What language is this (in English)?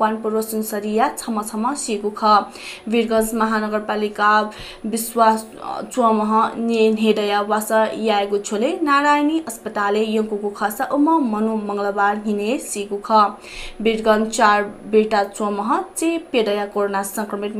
Newari